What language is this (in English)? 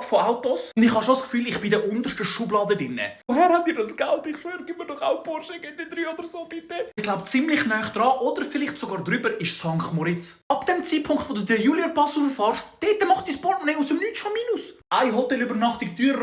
Swiss German